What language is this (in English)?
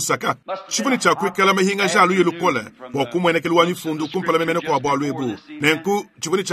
Luba-Lulua